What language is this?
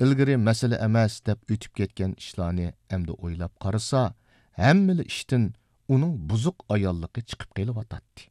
Uyghur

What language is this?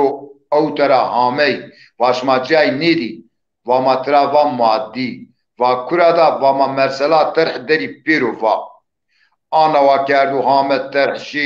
Zaza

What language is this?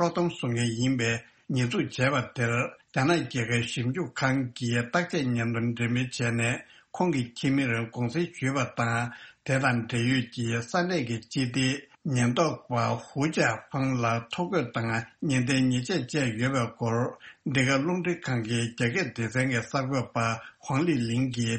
Tibetan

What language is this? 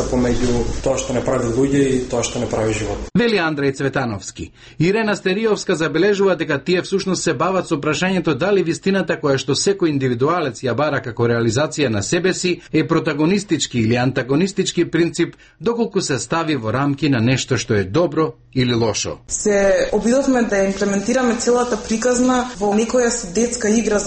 Macedonian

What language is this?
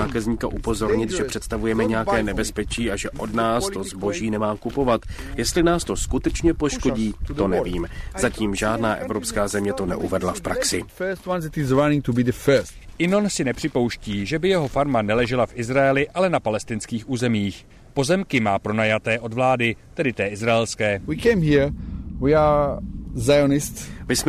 Czech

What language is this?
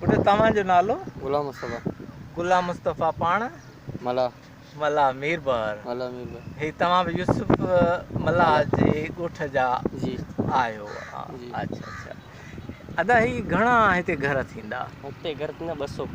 Sindhi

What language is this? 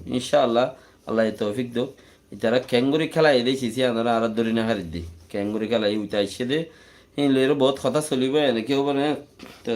Rohingya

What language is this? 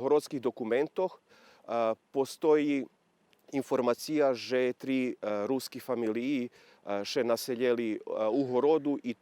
Rusyn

